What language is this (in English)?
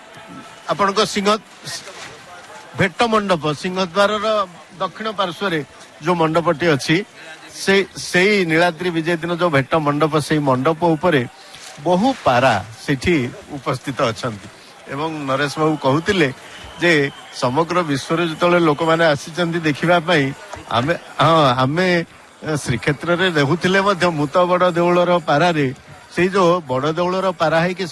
Odia